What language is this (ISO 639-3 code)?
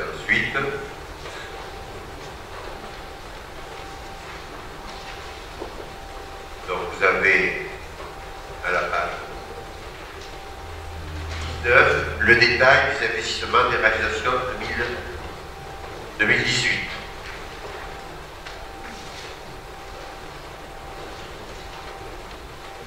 fra